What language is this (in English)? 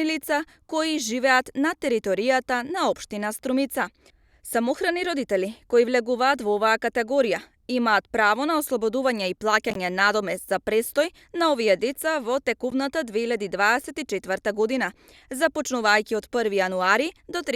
Macedonian